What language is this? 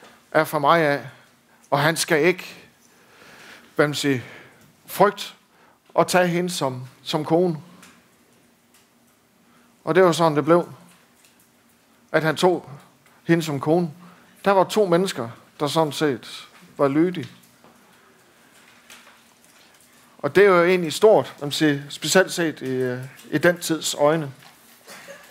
Danish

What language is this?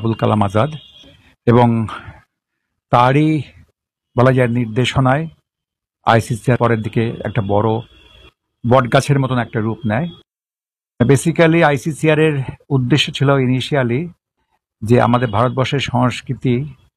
Bangla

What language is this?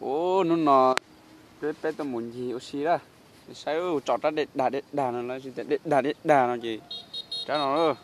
Hmong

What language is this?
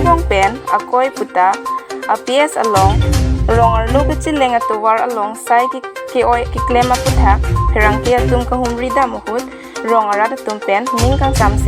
Karbi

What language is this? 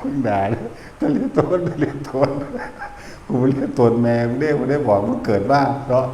Northeastern Thai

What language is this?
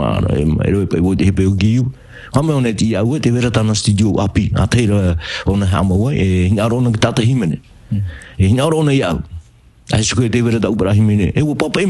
Tahitian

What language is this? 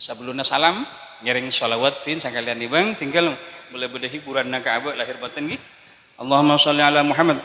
Madurese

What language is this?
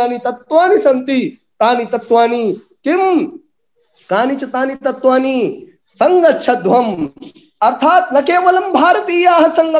Sanskrit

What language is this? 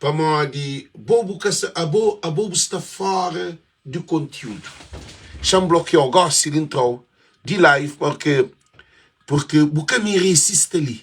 Kabuverdianu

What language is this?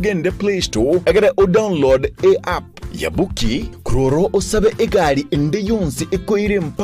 Gusii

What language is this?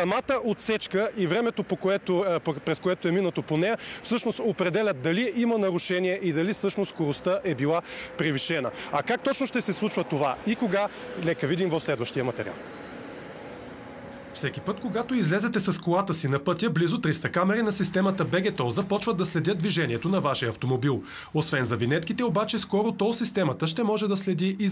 Bulgarian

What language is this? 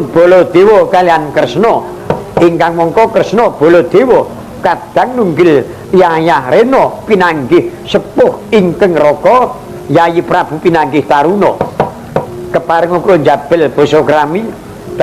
Javanese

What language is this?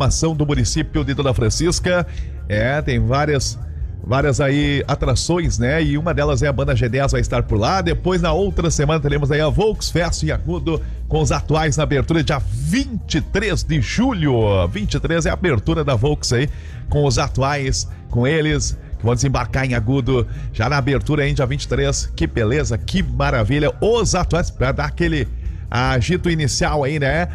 Portuguese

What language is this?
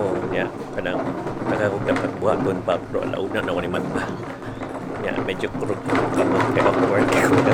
Cebuano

